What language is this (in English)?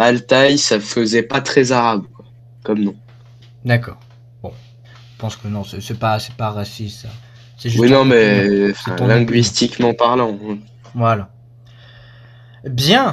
French